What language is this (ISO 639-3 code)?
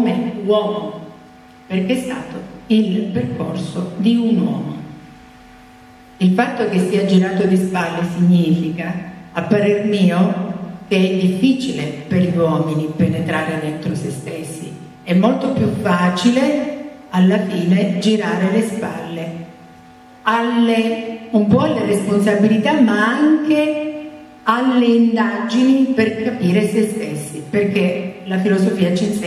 ita